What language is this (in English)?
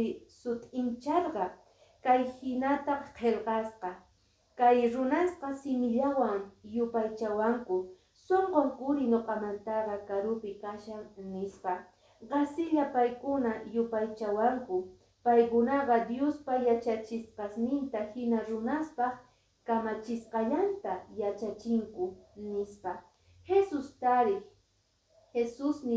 Quechua